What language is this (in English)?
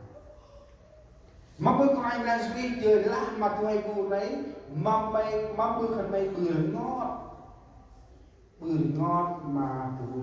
Central Mnong